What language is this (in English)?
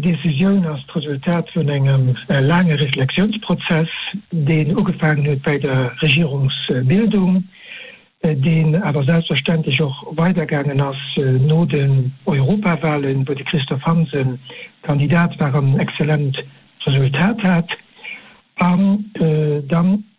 Luxembourgish